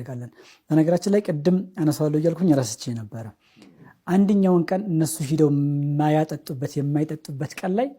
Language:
Amharic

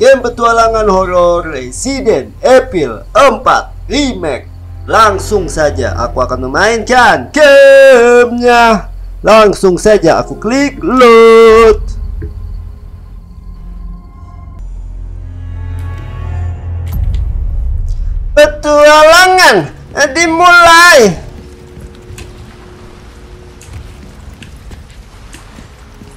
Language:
Indonesian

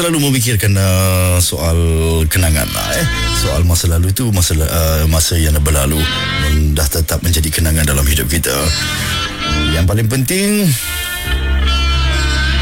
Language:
Malay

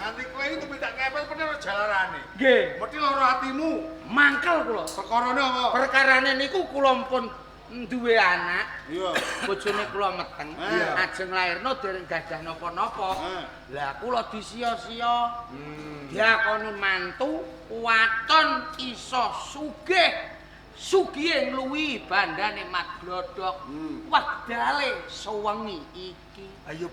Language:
Javanese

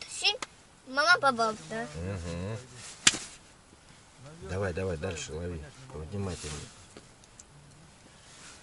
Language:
Russian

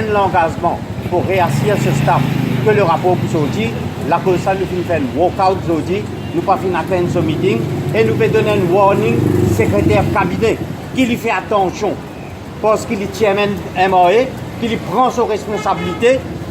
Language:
Morisyen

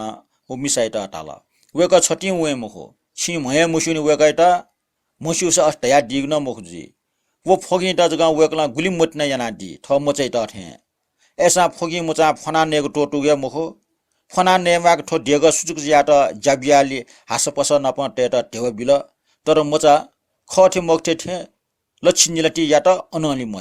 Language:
Newari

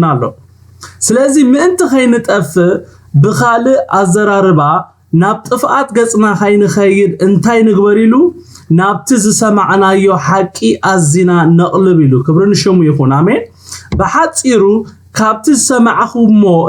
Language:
Tigrinya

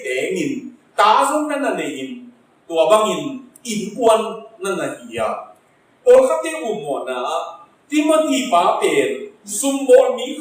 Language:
Tedim Chin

